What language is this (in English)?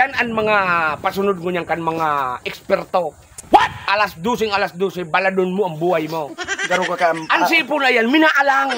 Bikol